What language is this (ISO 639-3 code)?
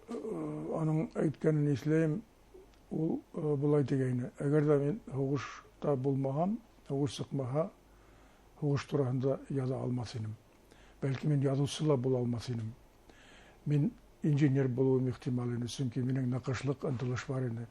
bak